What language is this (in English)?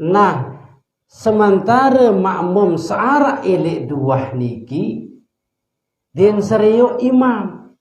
Sasak